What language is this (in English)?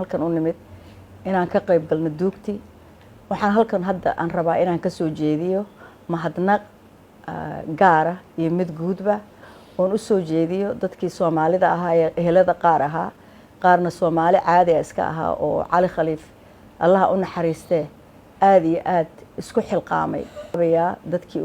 Somali